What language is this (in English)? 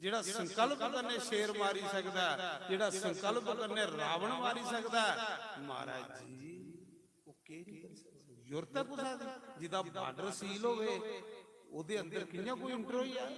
Dogri